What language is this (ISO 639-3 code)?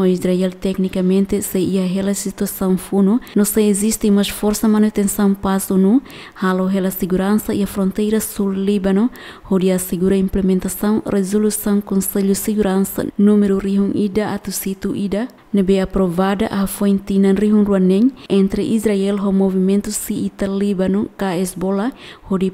tet